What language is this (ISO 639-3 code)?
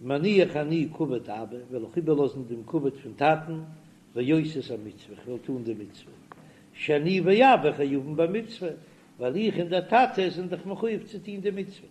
yid